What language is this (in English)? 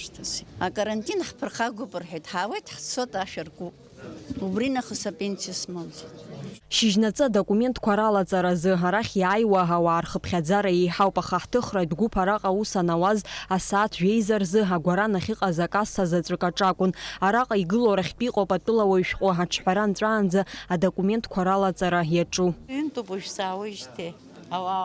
Abkhazian